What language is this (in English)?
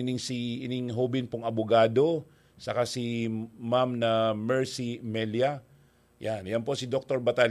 Bikol